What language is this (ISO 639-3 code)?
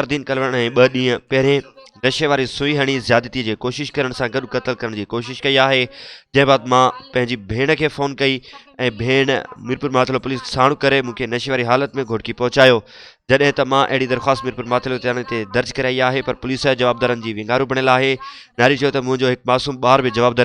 snd